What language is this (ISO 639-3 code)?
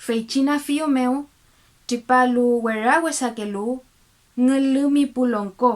arn